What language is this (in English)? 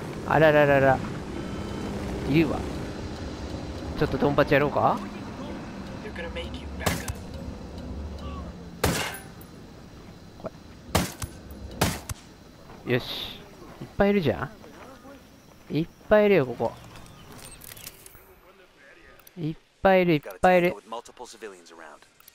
Japanese